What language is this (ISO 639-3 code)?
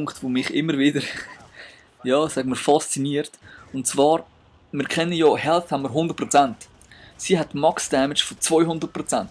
gsw